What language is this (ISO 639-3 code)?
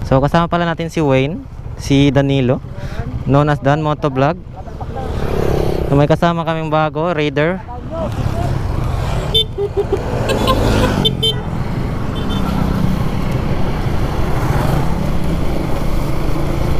fil